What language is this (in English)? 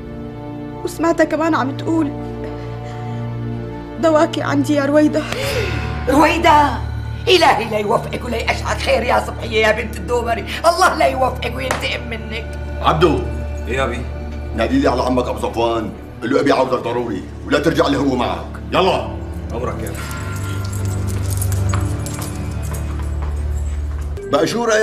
North Levantine Arabic